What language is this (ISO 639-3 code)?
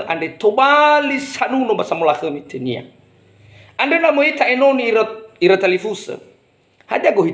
nia